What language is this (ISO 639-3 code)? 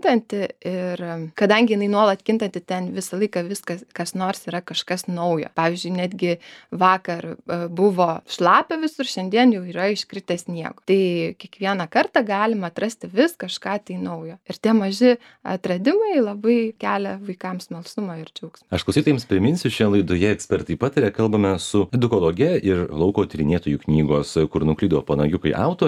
lit